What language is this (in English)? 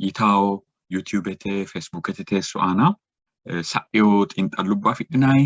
Sidamo